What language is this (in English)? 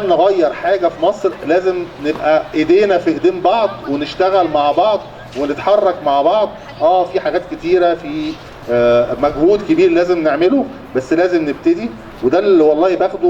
Egyptian Arabic